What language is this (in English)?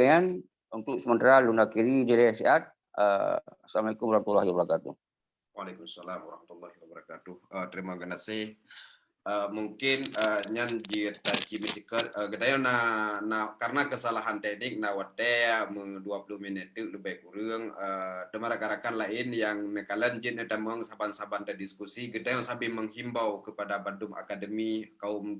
Achinese